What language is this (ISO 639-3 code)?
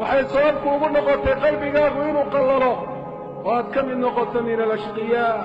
som